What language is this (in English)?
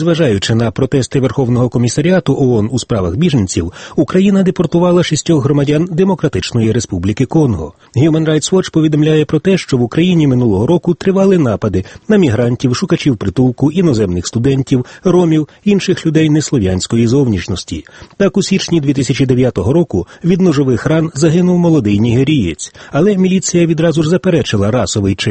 Ukrainian